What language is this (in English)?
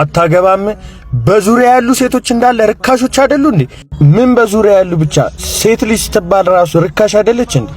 Amharic